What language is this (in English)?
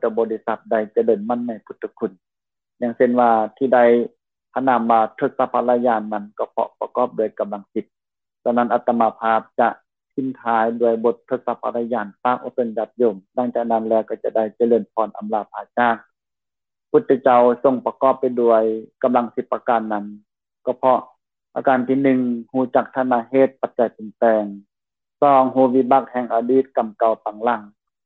Lao